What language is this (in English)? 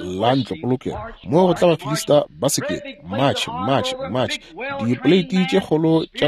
Northern Sotho